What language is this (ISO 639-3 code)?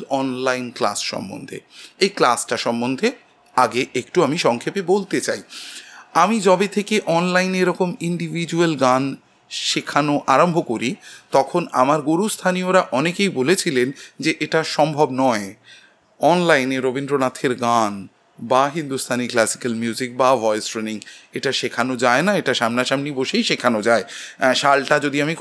ben